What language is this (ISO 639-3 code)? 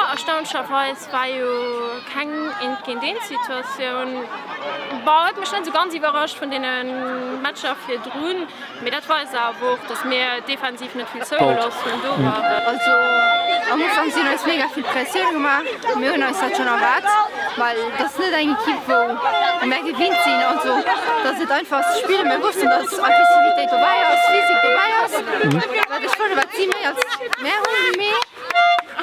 ltz